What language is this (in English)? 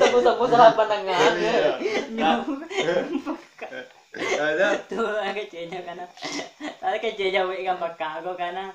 Minangkabau